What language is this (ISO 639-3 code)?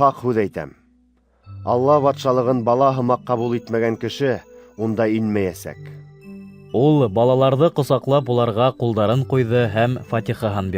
bak